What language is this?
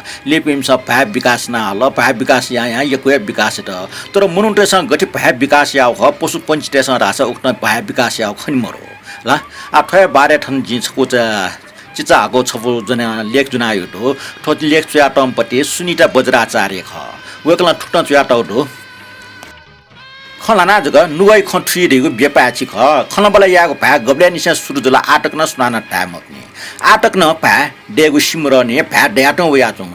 Newari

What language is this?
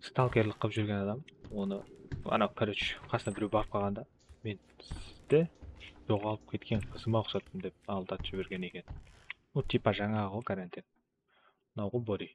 Kara-Kalpak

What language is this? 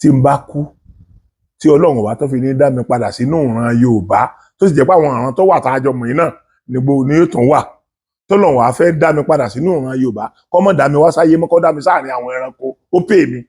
Yoruba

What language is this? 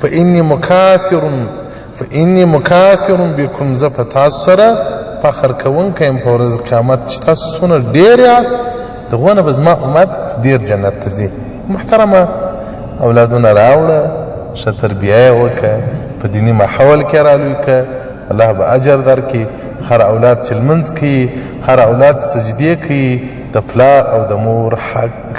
Pashto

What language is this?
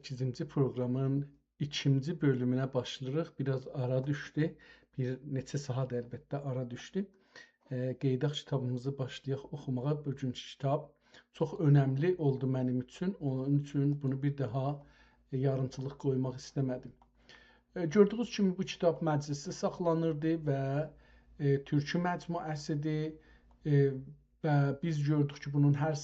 South Azerbaijani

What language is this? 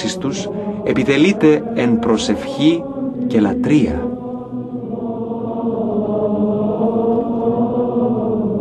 Greek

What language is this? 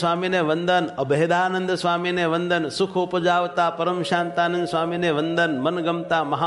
Gujarati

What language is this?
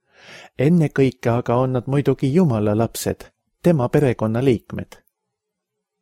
Estonian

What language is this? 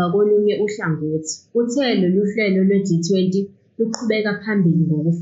Zulu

